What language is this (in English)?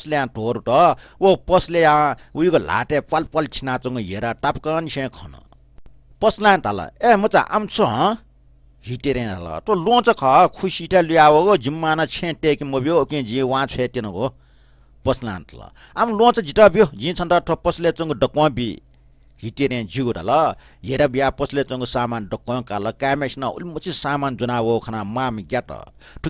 Newari